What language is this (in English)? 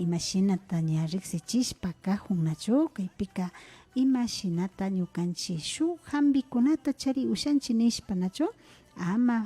Imbabura Highland Quichua